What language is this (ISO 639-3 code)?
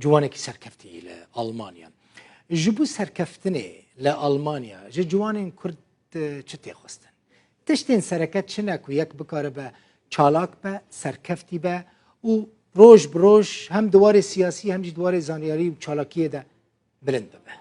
kur